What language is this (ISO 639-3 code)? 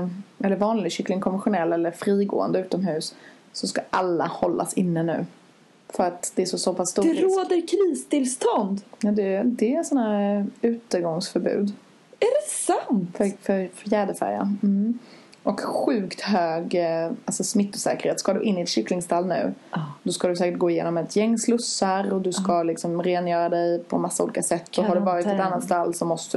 swe